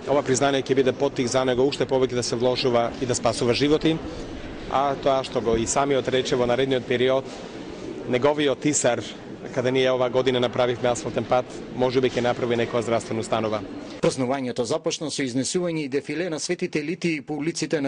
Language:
Macedonian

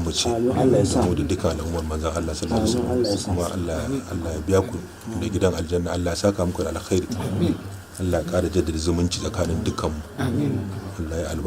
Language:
Hausa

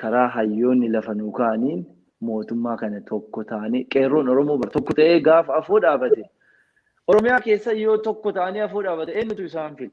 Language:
Oromo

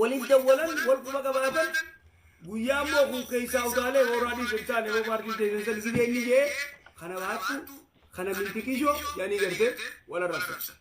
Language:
Oromo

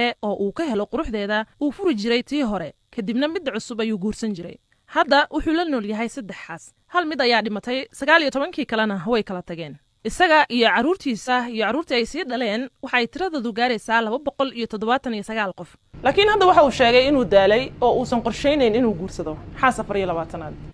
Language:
Somali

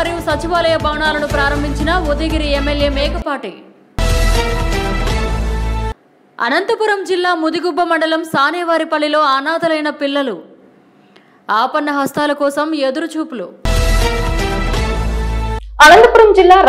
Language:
Telugu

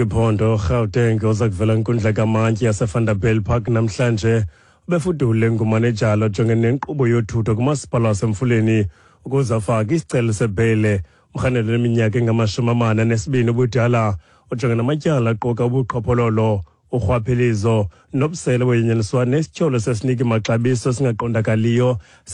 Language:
Xhosa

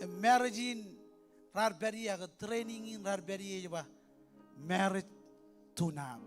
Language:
Marshallese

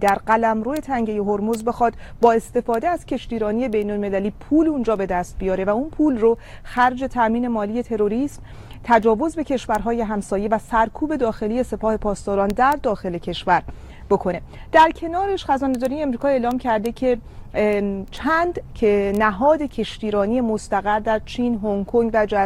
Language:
Persian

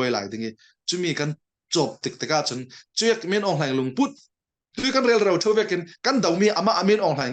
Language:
Falam Chin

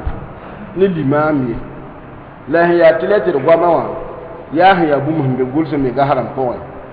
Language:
Mossi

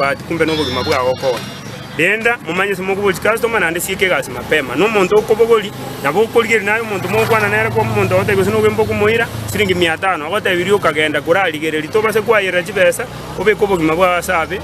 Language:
Gusii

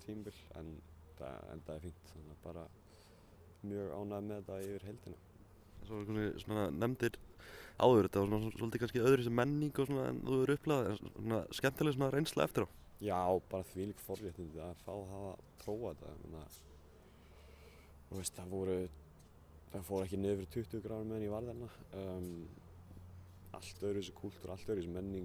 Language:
Icelandic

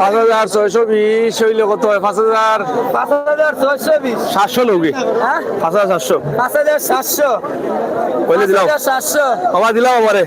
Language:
Sylheti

